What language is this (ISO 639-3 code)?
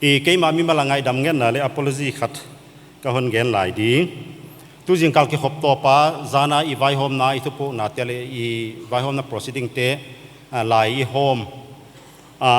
pck